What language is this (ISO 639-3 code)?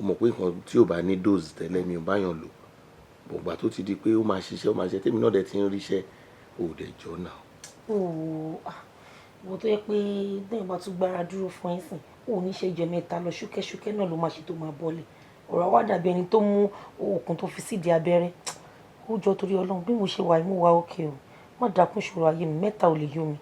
yor